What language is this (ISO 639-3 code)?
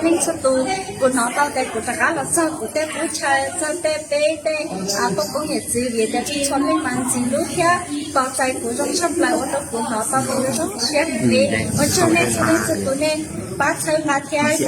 hmn